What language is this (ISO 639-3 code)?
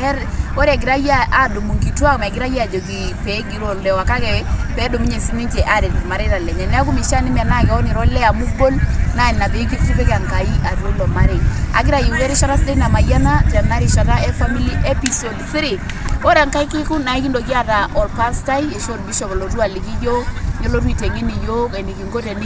mas